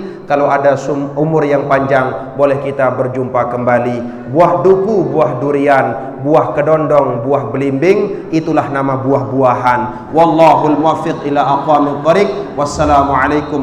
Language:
Sasak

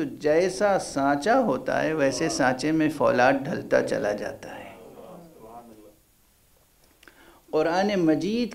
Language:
Urdu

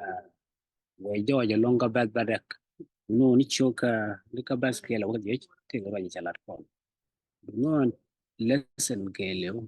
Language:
Nuer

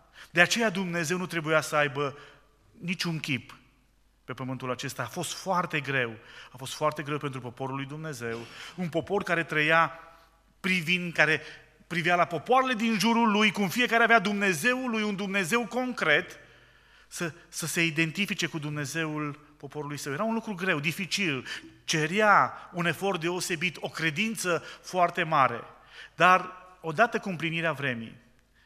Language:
Romanian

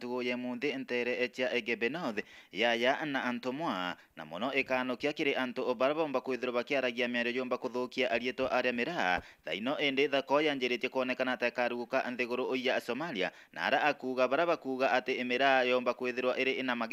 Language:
Meru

